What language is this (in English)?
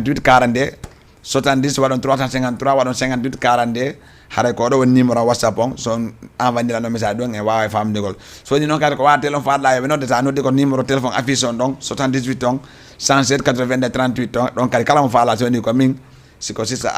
Fula